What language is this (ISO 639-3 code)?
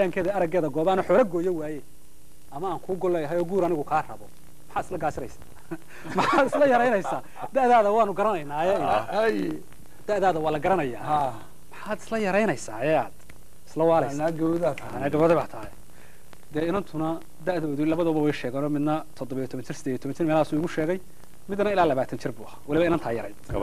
som